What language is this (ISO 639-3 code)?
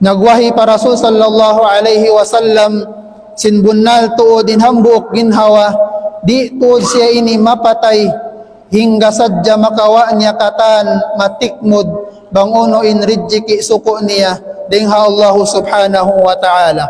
tsg